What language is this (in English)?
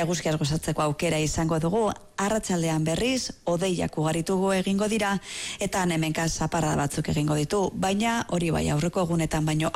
Basque